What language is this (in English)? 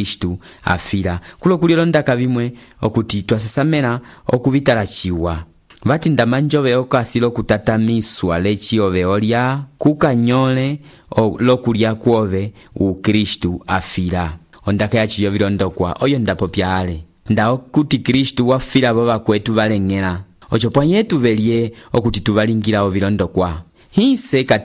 Umbundu